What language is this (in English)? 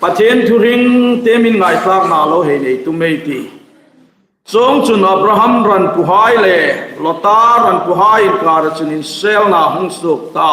Hmar